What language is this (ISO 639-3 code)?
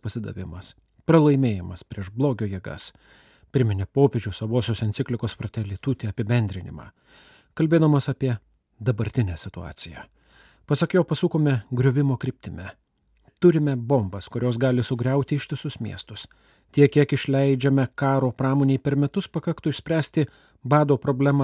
lit